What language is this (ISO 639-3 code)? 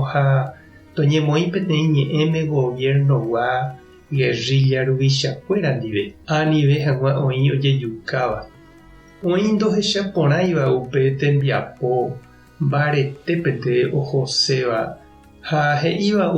grn